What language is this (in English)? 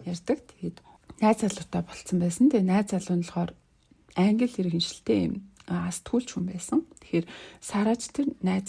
Mongolian